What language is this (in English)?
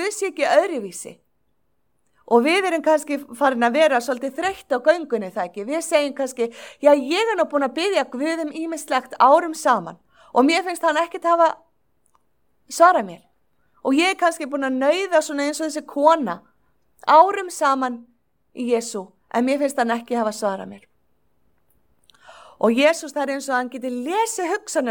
Icelandic